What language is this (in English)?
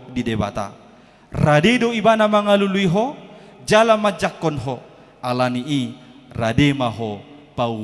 Batak Toba